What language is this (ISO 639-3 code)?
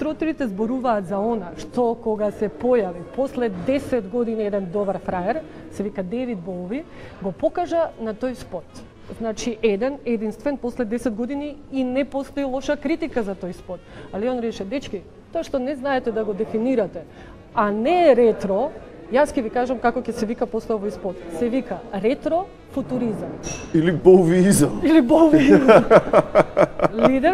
mkd